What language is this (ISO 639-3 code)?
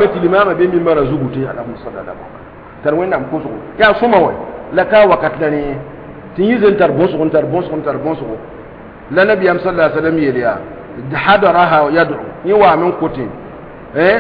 mos